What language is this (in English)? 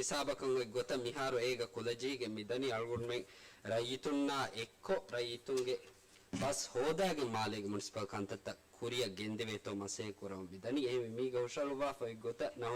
Divehi